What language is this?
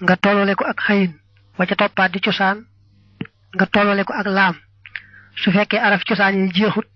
Wolof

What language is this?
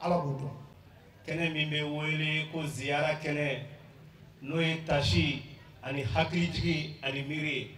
Bambara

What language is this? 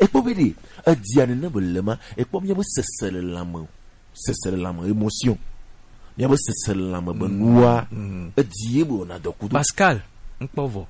Gen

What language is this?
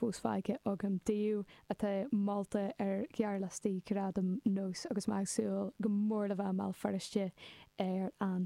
Irish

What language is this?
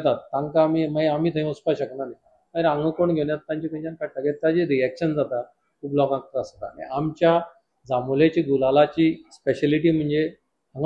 Konkani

